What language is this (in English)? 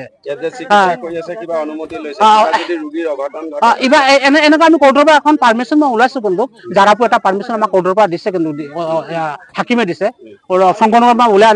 Assamese